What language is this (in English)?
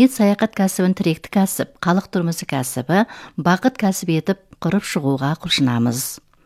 Kazakh